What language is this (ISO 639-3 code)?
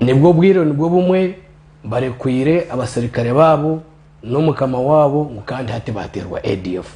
nyn